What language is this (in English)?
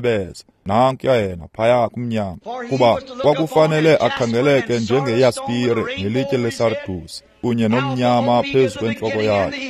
Xhosa